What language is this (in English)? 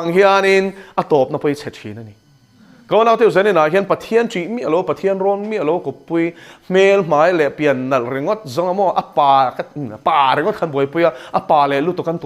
Mizo